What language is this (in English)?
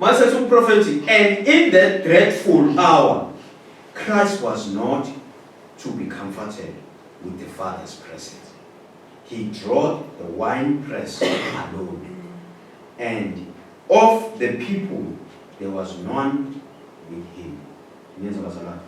Zulu